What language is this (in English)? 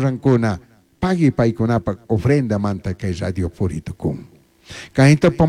Chimborazo Highland Quichua